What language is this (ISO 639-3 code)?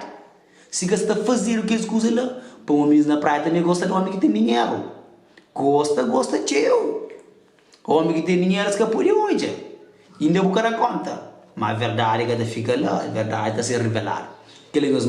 kea